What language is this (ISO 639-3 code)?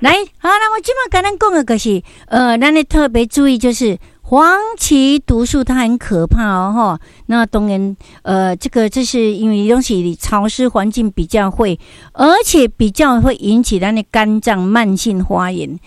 nan